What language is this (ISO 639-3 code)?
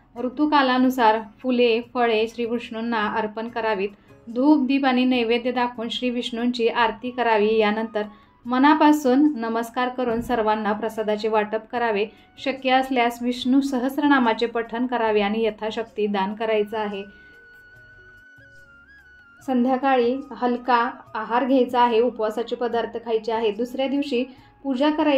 mar